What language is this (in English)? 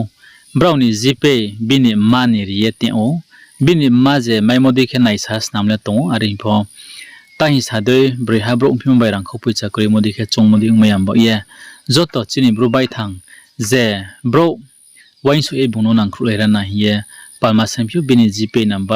Riang (India)